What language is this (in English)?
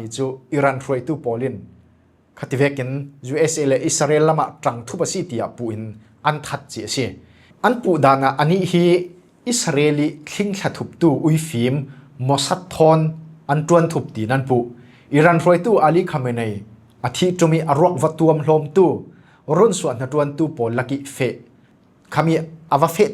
Falam Chin